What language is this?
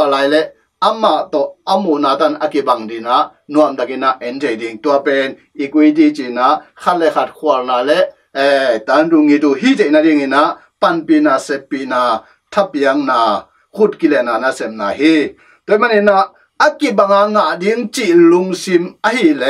Tedim Chin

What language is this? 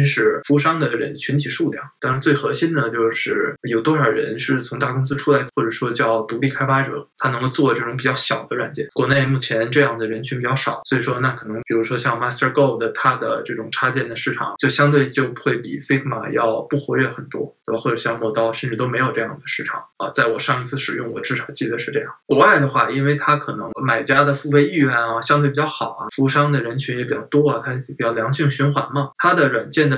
Chinese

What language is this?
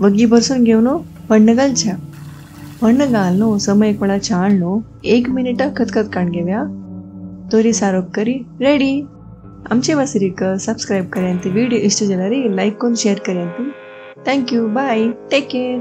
Konkani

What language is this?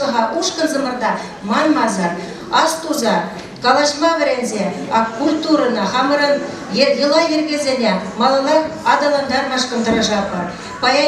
Chuvash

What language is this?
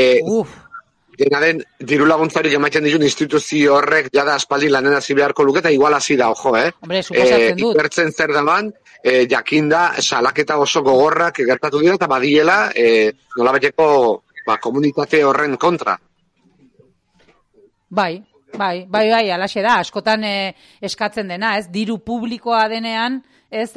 Basque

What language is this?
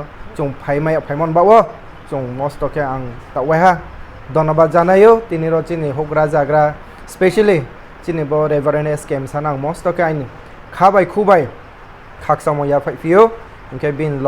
Riang (India)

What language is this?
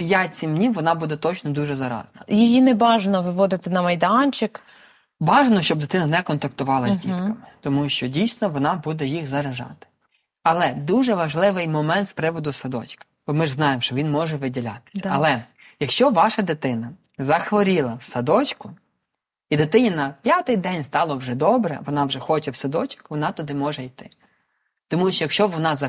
Ukrainian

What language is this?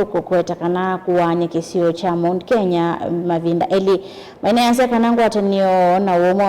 Kamba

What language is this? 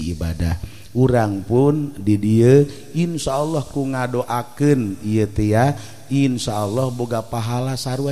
Sundanese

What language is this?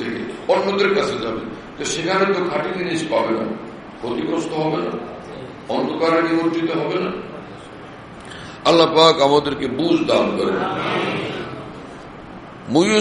Bangla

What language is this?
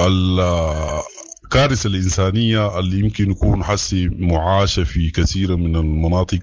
Sudanese Arabic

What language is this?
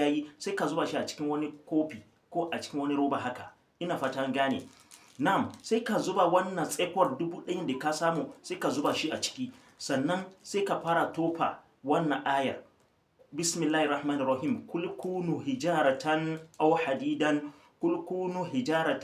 Hausa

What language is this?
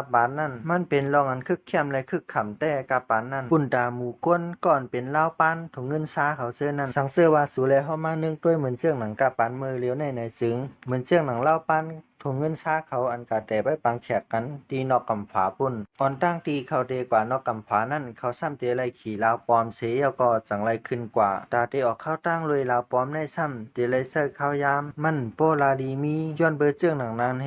Shan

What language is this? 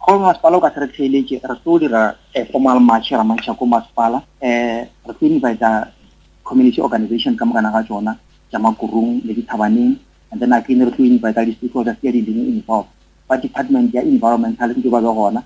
Northern Sotho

